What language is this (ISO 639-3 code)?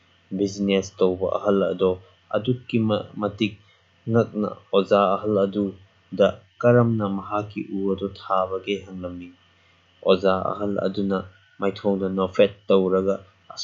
mni